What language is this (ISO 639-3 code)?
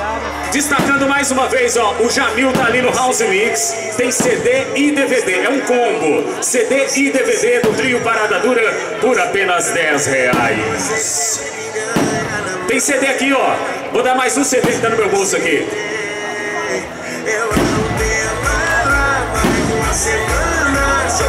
por